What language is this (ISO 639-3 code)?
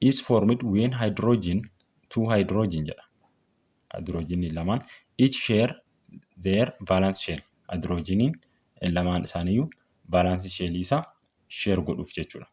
orm